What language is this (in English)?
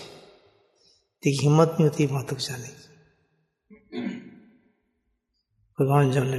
Urdu